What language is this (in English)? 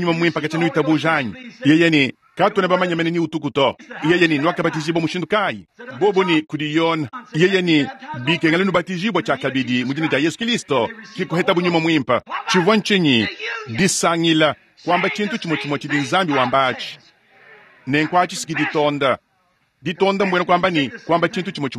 Luba-Lulua